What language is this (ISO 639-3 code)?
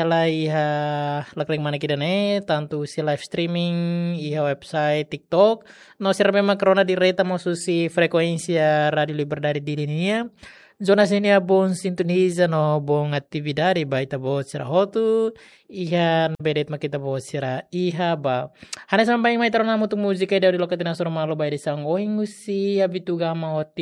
tet